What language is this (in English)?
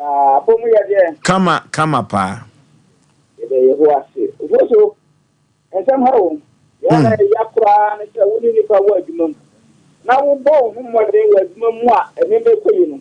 Akan